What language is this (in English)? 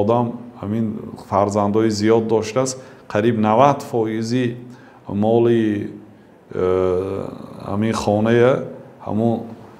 Tajik